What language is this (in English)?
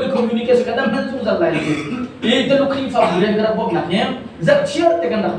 Hakha Chin